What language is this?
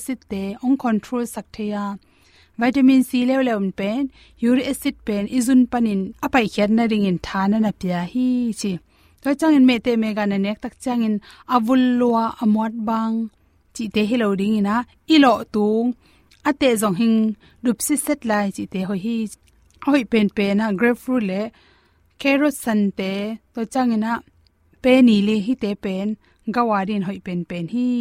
Tedim Chin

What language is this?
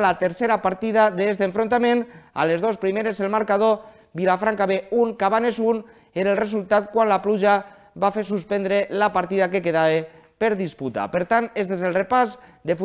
Catalan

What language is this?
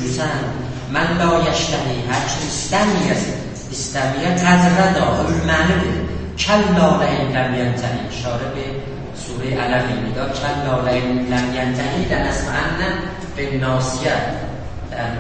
South Azerbaijani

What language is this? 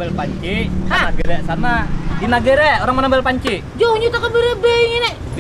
Banjar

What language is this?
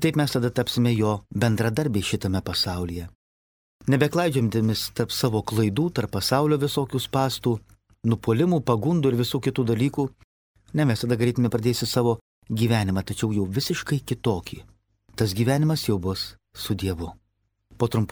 Lithuanian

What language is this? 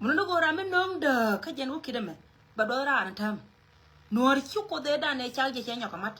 Nuer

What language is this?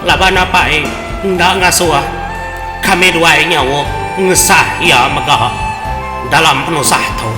Iban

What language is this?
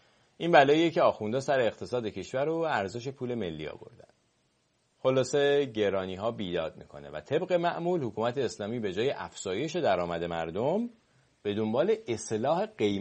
Persian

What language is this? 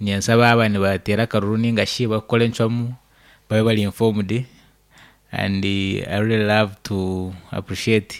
Nyankole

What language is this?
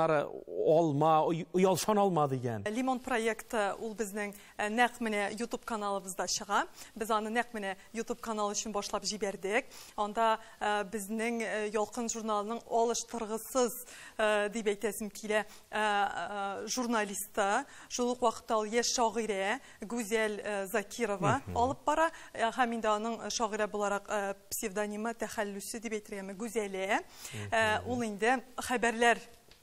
Tatar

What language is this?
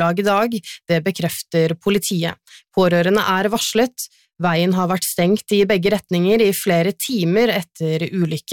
Norwegian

